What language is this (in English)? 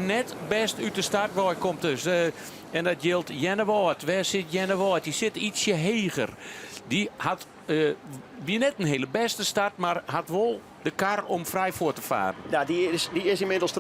Western Frisian